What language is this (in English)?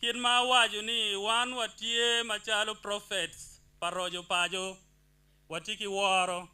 Acoli